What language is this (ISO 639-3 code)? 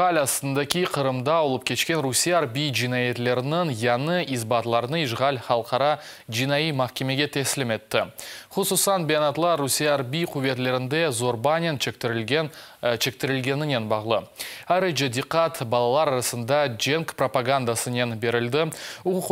crh